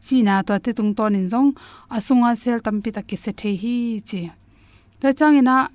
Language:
Tedim Chin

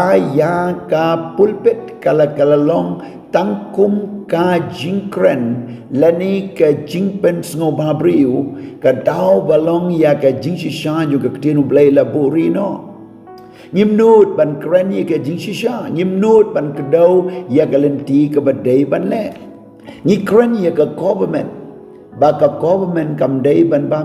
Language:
Khasi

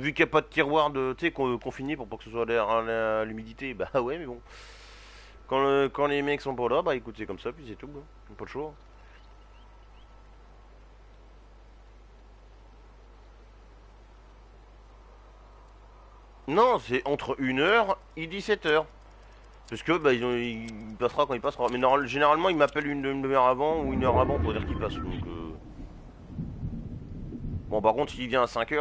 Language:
French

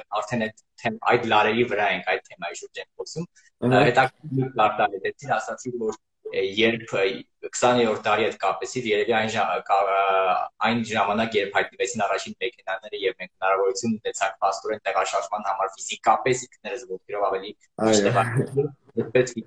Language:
Armenian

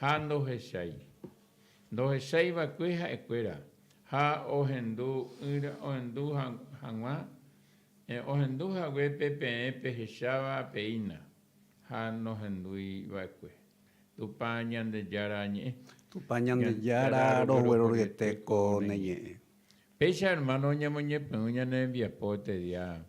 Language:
Guarani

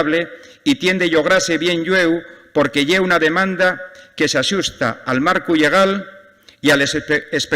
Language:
Asturian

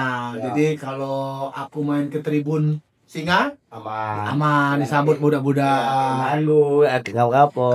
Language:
Musi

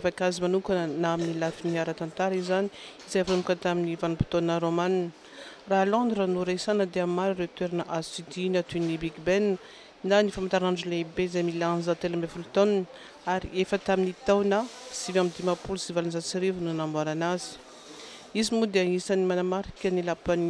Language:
Malagasy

